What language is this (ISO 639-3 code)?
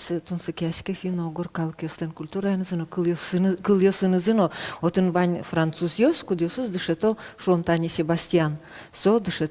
udm